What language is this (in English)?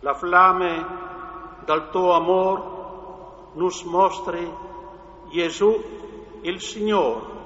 Friulian